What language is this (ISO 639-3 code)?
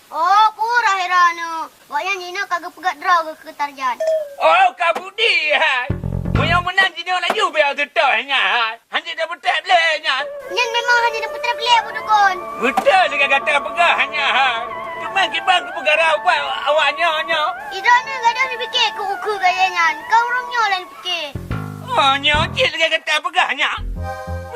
ace